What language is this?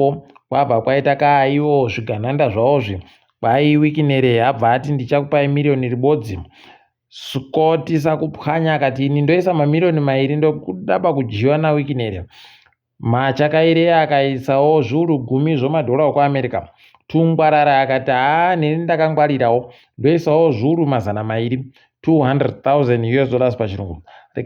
Ndau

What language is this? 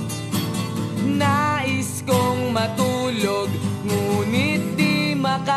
Filipino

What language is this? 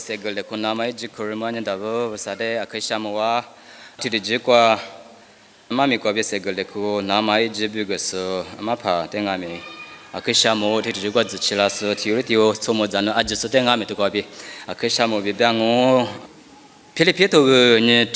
Lisu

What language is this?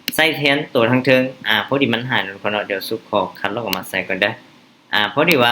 Lao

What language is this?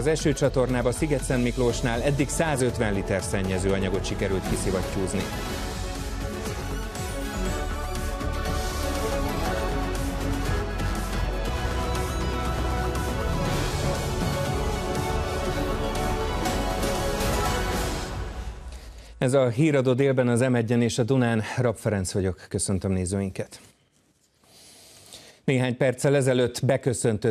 Hungarian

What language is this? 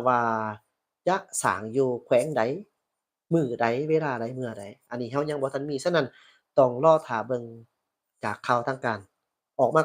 Lao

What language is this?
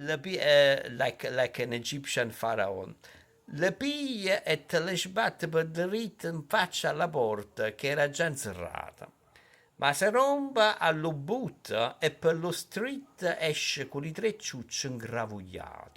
Neapolitan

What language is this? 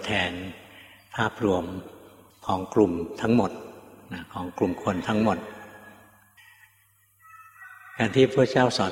Thai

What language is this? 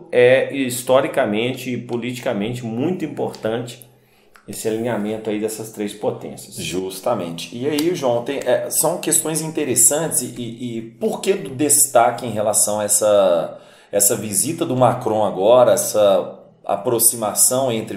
Portuguese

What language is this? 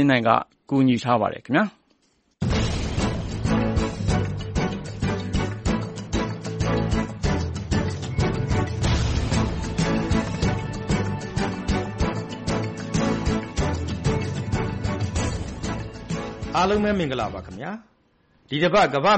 Burmese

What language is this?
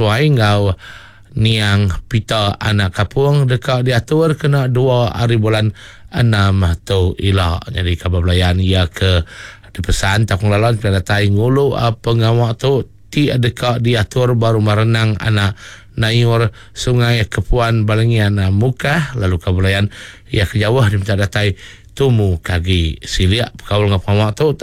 Iban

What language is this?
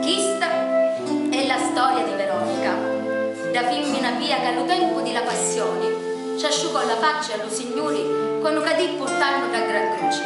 Sicilian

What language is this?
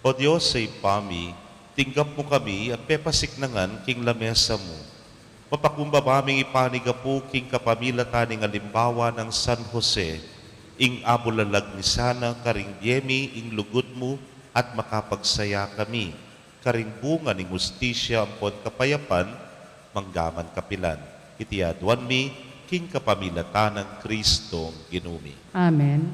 Pampanga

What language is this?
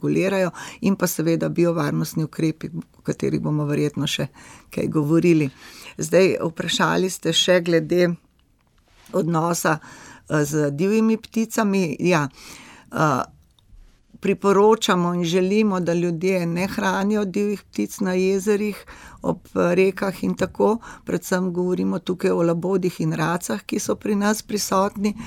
Slovenian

